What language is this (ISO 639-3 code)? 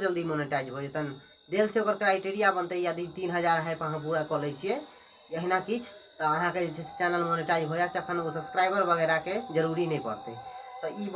mai